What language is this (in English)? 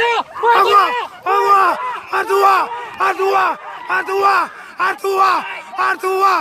Minangkabau